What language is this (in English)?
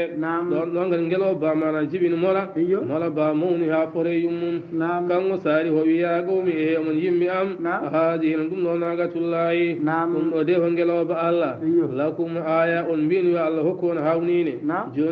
Fula